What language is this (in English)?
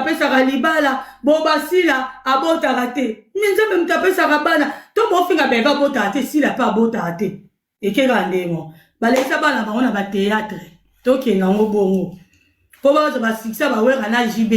Lingala